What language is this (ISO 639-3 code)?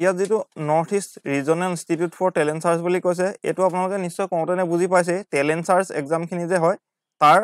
asm